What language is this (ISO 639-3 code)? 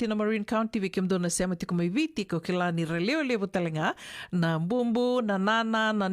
fij